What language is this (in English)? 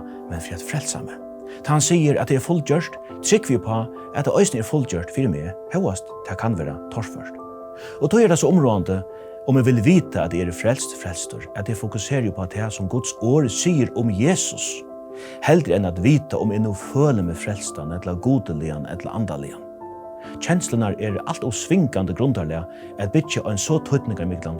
Faroese